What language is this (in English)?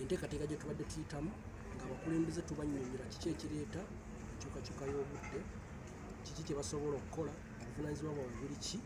Ganda